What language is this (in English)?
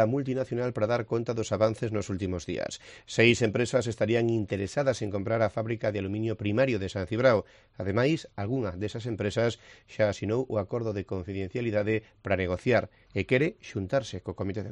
Galician